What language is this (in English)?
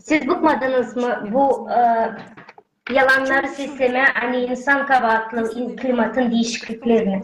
Gagauz